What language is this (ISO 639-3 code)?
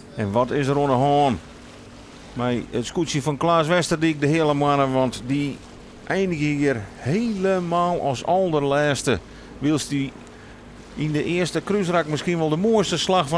fry